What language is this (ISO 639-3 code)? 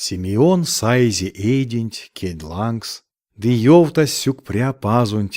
myv